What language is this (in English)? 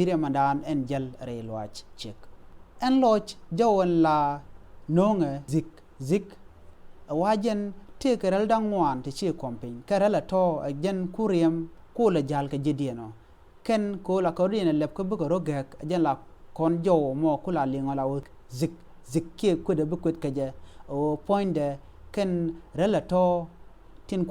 Nuer